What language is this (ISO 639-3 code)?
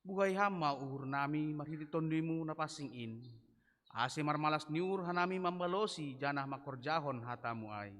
bts